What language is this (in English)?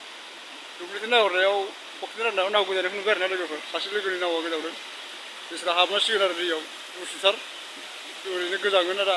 Bodo